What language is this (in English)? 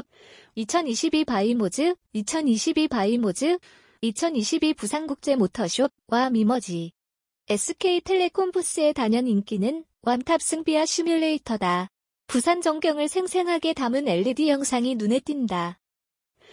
Korean